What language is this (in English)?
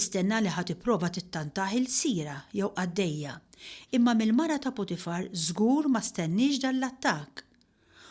Maltese